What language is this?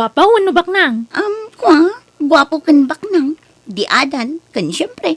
Iloko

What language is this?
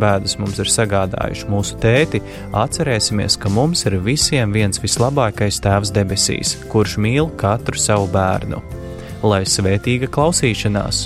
Latvian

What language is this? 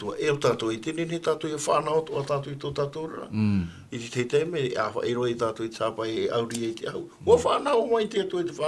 Tahitian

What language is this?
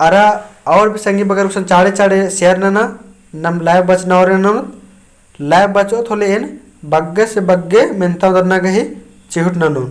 Kurukh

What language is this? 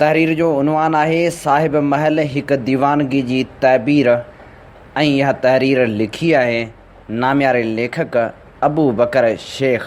Sindhi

